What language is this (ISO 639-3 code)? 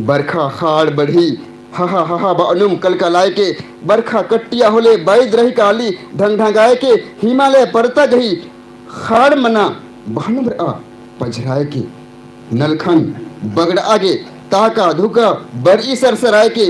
kru